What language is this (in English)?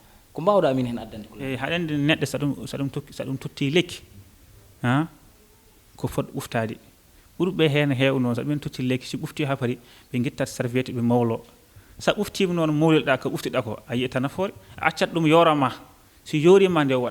Fula